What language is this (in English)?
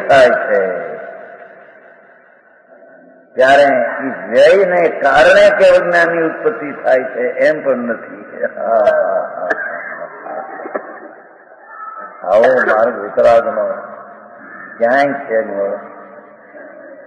Gujarati